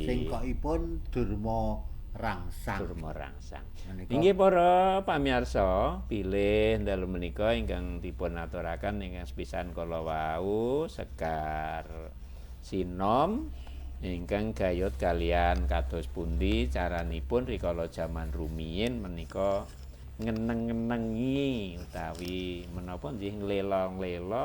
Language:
Javanese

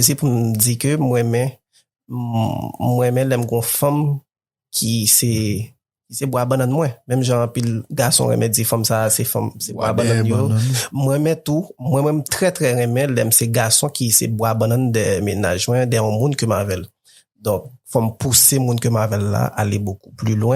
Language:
Haitian Creole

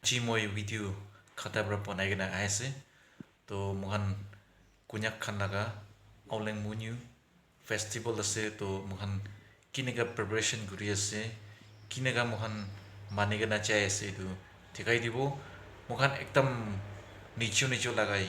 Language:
Naga Pidgin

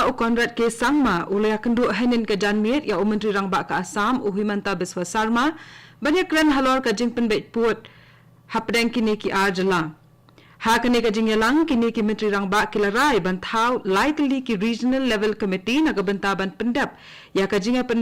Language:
Khasi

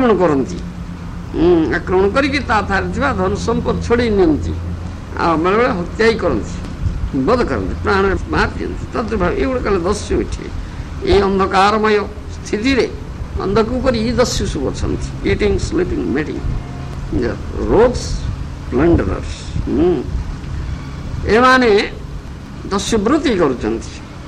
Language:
Odia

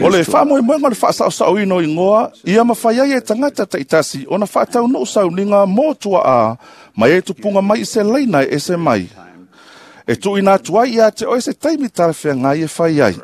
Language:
Samoan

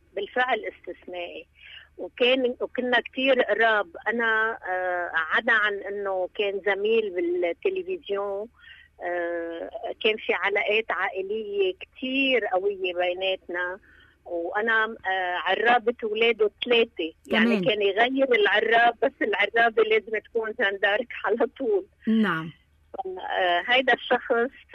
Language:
North Levantine Arabic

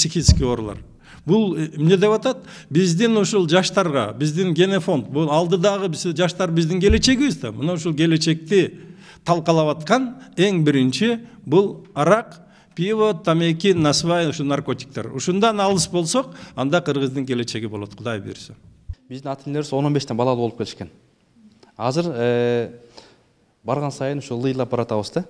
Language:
Kyrgyz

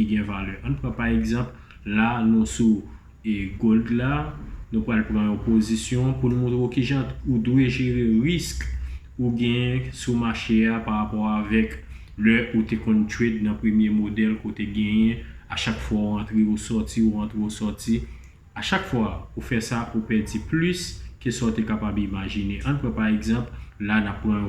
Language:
Haitian Creole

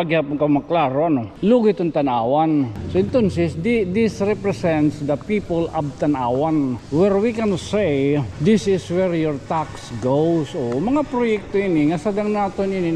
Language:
Waray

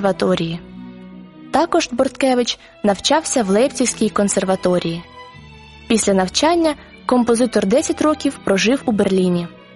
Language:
Ukrainian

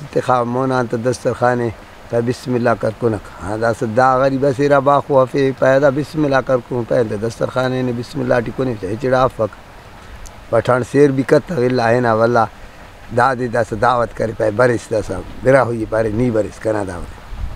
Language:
Brahui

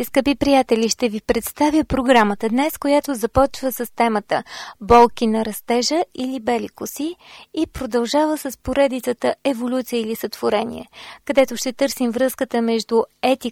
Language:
Bulgarian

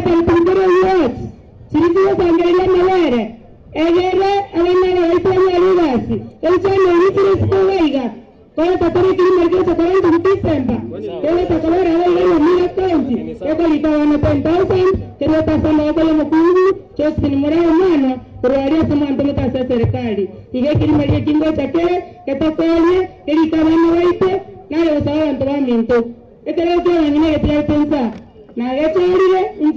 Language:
Gusii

